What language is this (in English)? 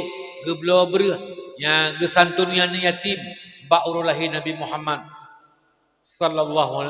Achinese